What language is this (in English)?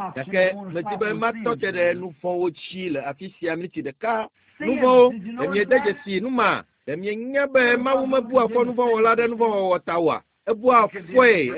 Ewe